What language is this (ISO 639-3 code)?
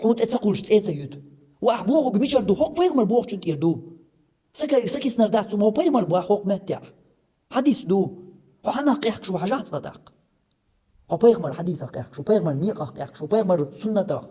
che